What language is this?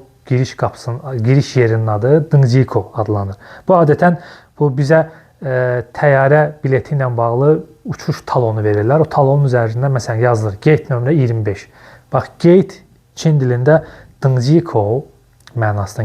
Azerbaijani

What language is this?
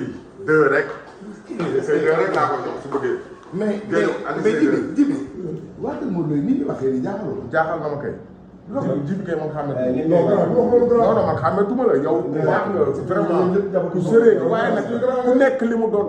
Wolof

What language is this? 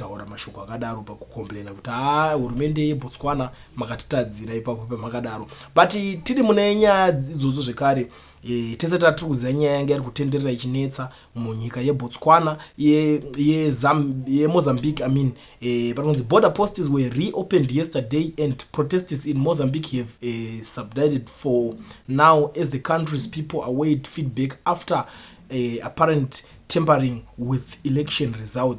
Shona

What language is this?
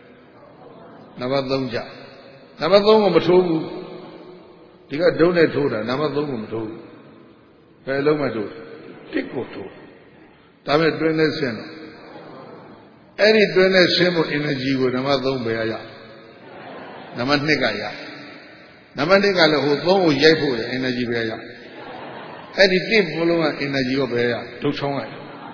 Burmese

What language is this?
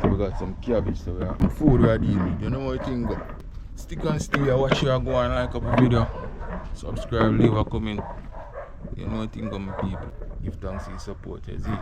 Jamaican Creole English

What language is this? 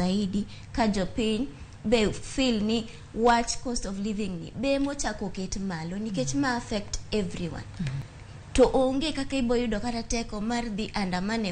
Luo (Kenya and Tanzania)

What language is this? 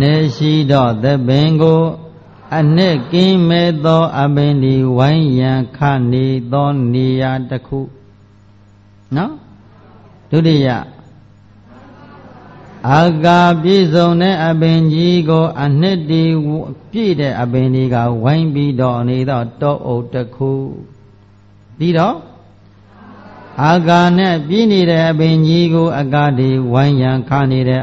Burmese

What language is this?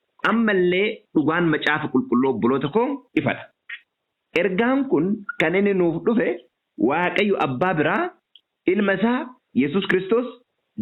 Oromo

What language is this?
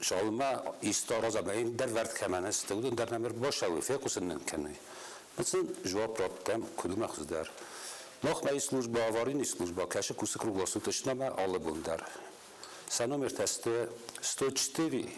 Ossetic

